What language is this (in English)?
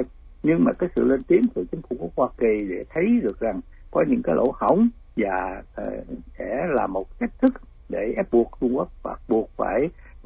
Vietnamese